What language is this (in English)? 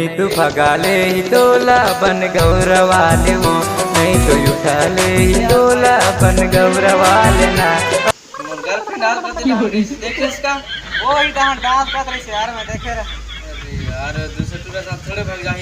Chhattisgarhi